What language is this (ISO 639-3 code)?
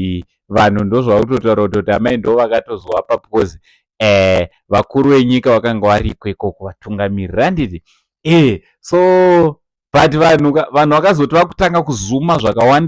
sna